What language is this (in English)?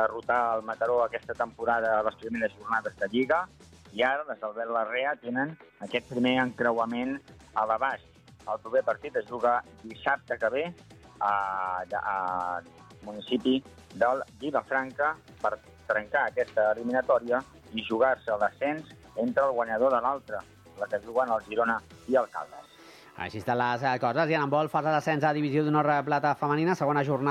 Catalan